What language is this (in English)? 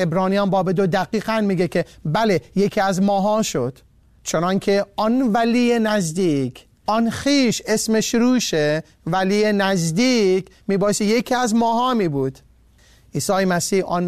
Persian